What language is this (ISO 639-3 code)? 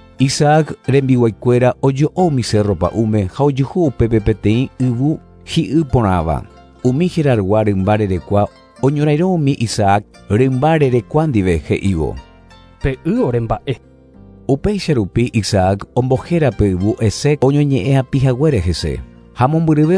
grn